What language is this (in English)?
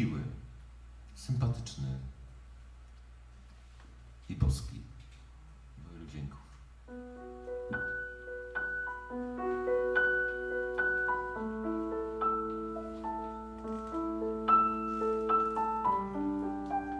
Polish